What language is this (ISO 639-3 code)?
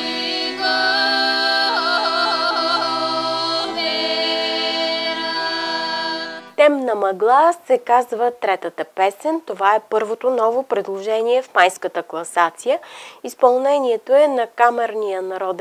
bul